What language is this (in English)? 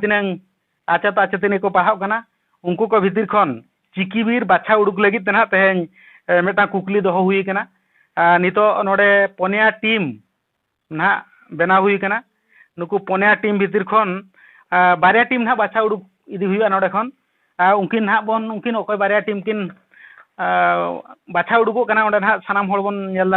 Santali